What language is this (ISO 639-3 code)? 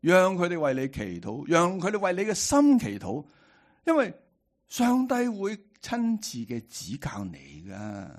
yue